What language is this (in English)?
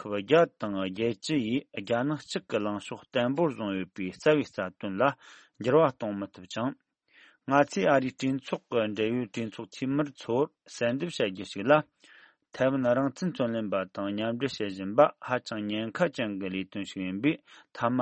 Tibetan